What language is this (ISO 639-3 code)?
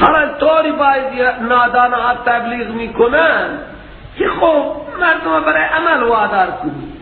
fas